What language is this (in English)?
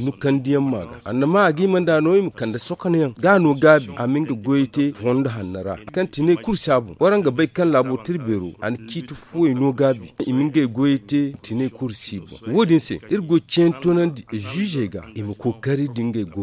Zarma